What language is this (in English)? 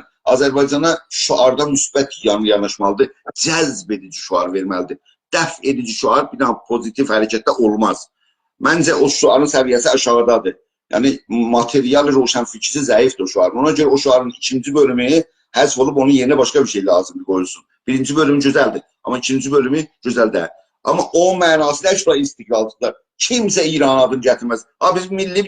South Azerbaijani